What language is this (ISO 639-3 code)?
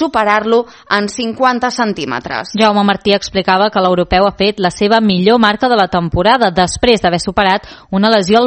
cat